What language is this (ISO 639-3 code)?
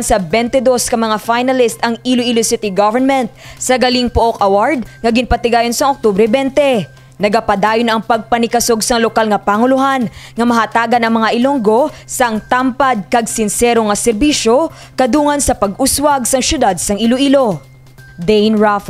hil